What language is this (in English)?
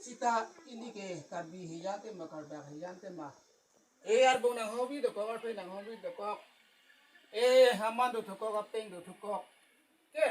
Karbi